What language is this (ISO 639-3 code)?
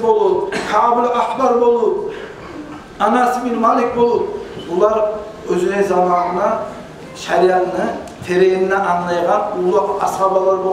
kum